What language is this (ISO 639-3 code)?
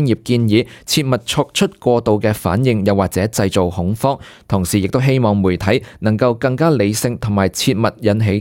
yue